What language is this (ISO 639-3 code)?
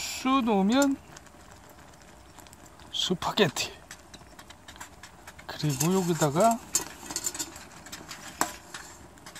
kor